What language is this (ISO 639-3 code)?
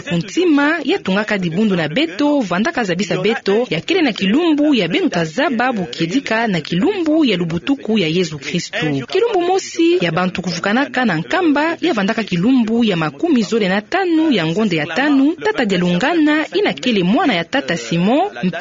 ktu